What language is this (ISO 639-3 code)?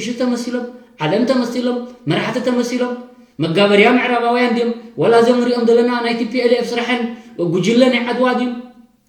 tir